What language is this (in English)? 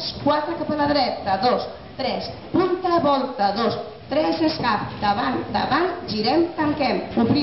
Catalan